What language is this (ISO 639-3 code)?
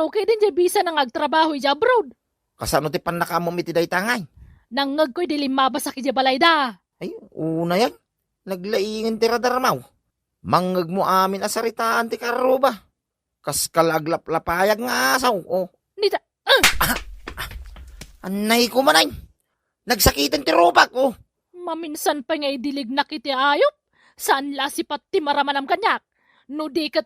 ilo